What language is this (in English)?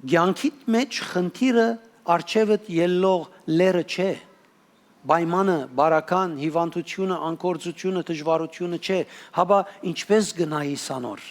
Western Armenian